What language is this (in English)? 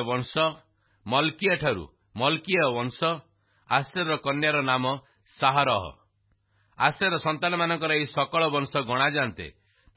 Odia